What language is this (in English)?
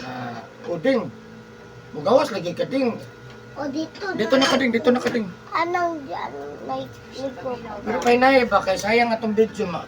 Cebuano